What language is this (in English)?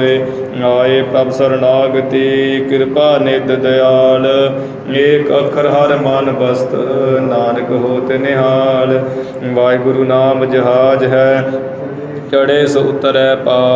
Punjabi